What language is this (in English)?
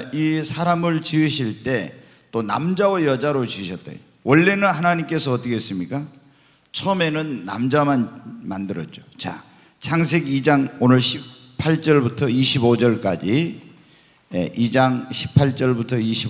Korean